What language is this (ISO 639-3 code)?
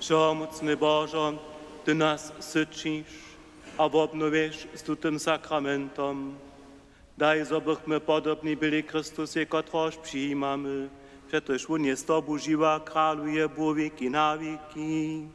hsb